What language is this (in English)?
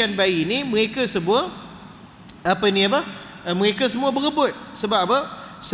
Malay